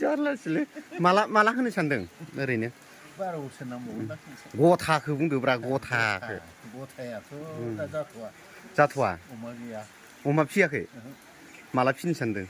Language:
Bodo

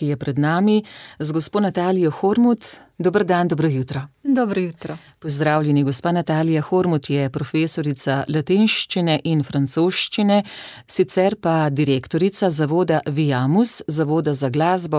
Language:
Slovenian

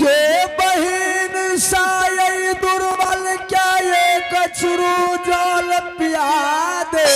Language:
Angika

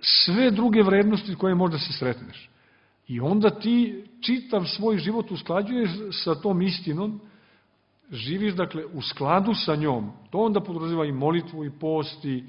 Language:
Serbian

